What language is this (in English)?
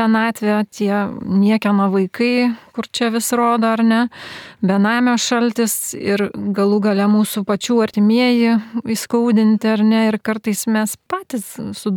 Lithuanian